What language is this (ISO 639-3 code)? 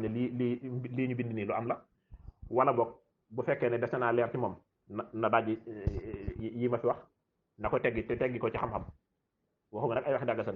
wol